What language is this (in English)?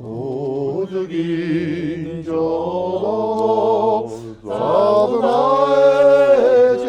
Mongolian